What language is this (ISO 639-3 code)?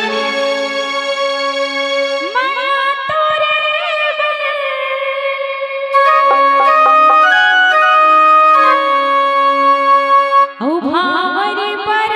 hne